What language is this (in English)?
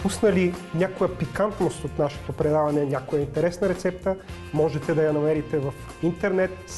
Bulgarian